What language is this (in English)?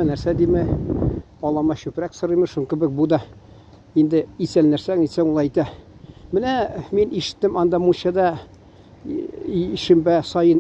Tatar